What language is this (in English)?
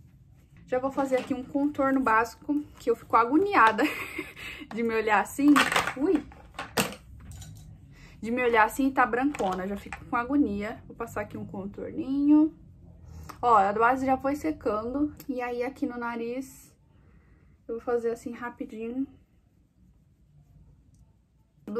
Portuguese